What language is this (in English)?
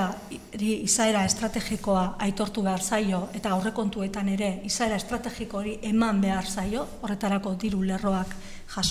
Basque